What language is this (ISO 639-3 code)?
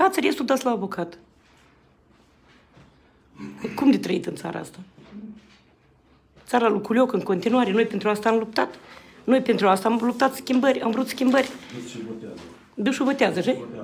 ron